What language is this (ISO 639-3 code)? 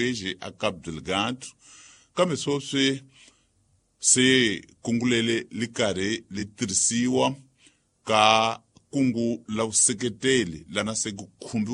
tso